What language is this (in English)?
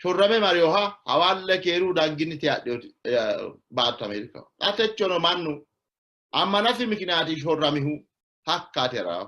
Sidamo